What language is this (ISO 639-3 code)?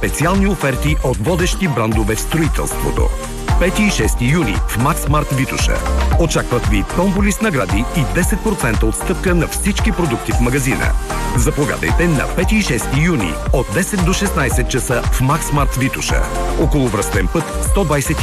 bul